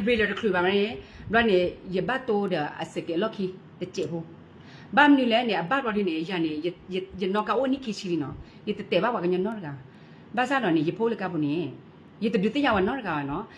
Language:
S'gaw Karen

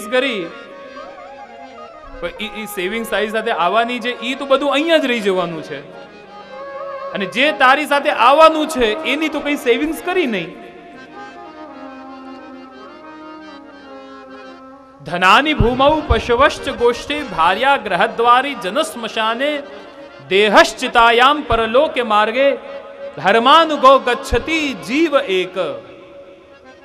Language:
Gujarati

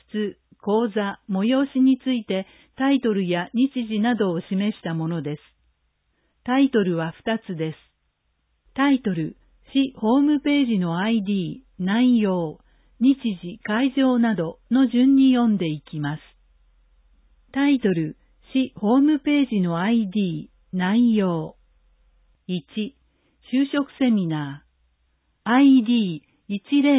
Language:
Japanese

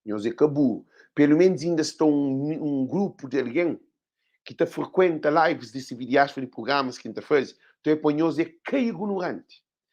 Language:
Kabuverdianu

